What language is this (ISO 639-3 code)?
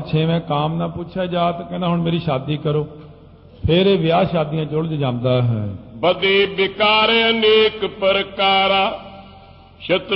pan